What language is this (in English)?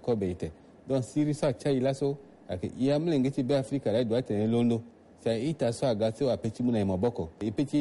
Sango